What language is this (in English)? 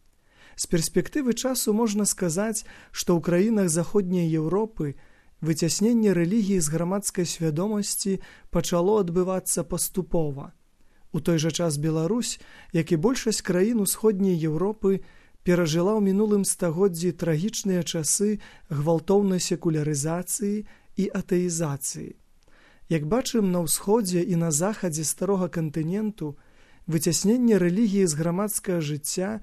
Belarusian